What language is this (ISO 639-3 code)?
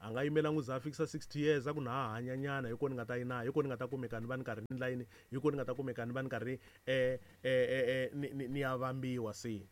tso